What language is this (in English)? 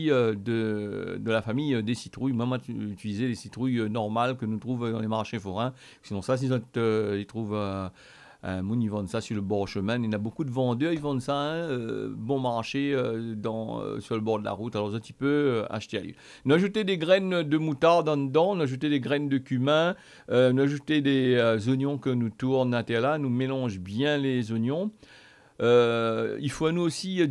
Réunion Creole French